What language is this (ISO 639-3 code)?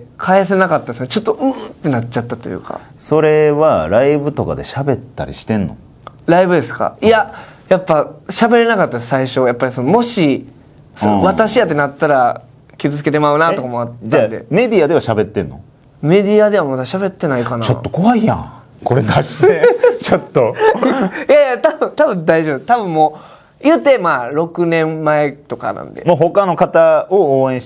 jpn